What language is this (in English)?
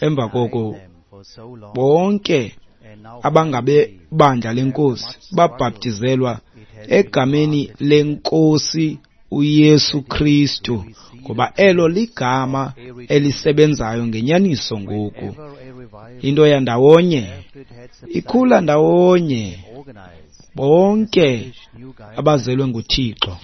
Xhosa